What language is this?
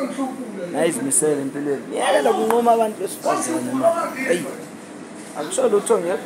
Zulu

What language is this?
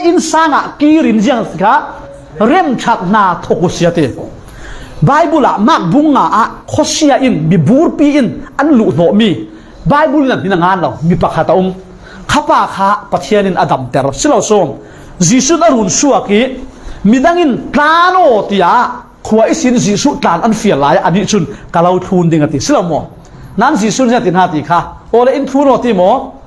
Falam Chin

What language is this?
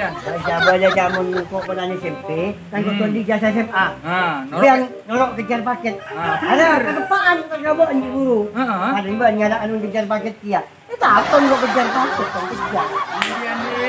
Madurese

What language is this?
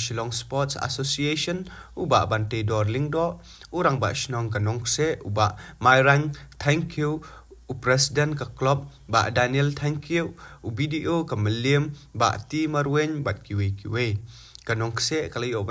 Khasi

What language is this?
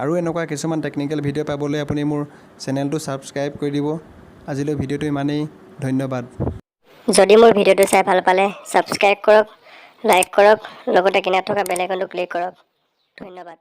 Assamese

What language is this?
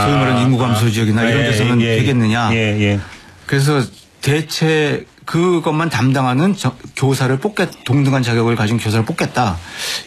Korean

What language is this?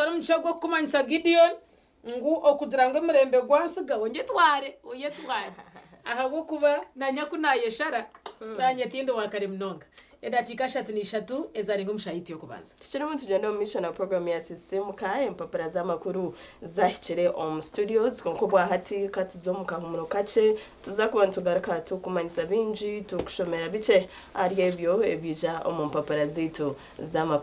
Nyankole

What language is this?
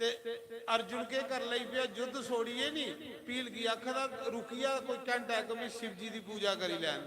Dogri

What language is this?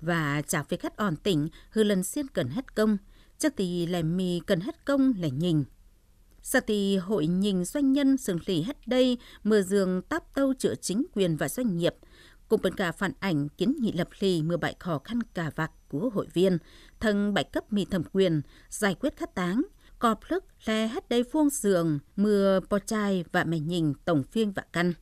Tày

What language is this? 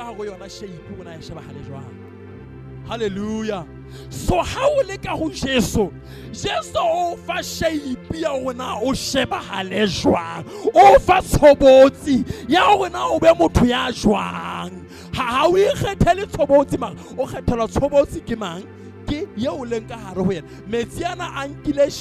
Southern Sotho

